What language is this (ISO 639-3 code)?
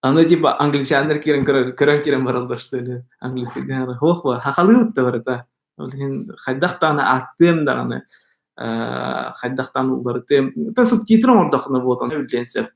sah